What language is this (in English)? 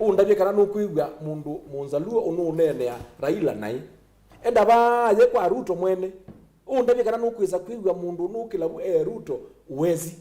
Kamba